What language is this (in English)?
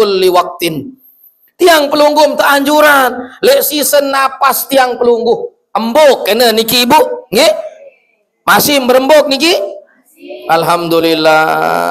Sasak